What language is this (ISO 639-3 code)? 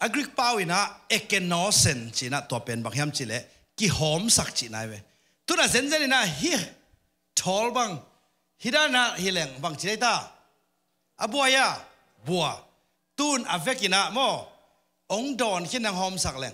ctd